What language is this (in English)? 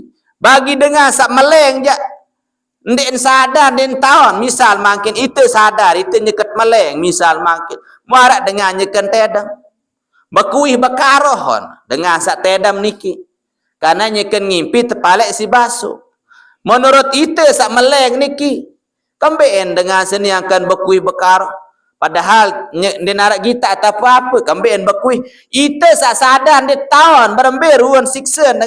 Sasak